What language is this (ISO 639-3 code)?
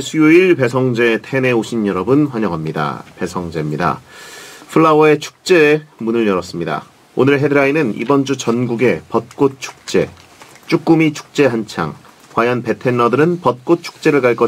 kor